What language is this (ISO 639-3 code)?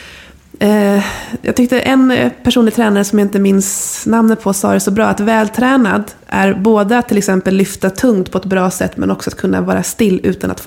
swe